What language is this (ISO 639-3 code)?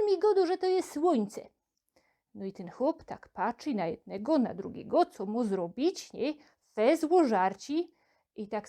szl